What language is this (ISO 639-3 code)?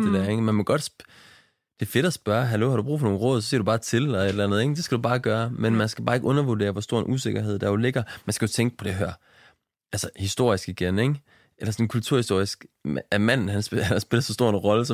dan